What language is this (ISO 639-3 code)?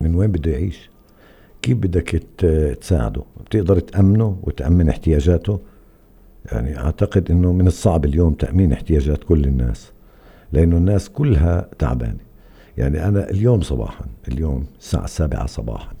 apc